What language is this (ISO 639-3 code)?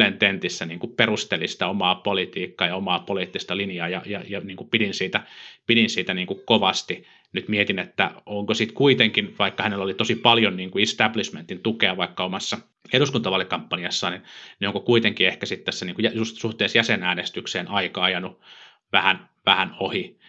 fin